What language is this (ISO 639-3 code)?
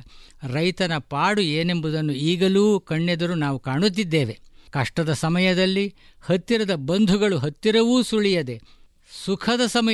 kan